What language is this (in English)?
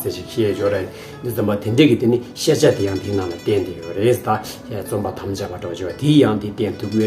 Tibetan